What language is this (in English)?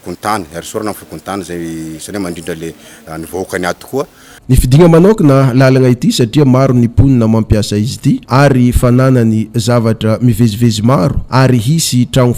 Malagasy